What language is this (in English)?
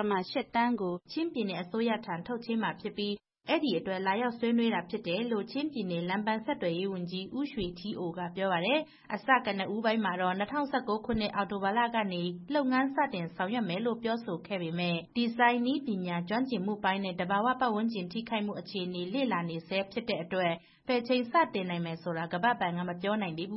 Burmese